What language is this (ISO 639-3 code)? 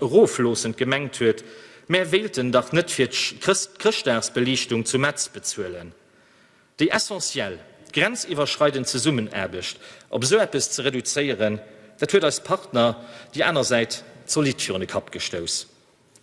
ltz